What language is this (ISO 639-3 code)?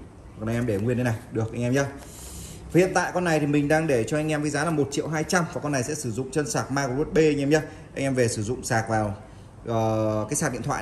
vie